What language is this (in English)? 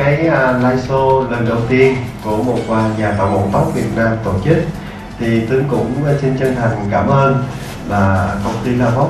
Vietnamese